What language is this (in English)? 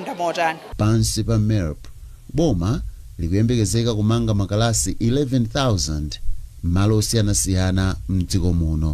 Nyanja